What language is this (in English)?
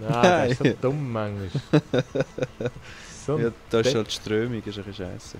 Swiss German